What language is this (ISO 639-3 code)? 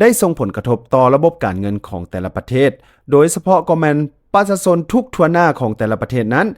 lao